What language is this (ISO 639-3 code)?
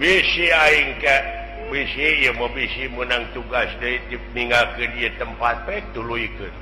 sun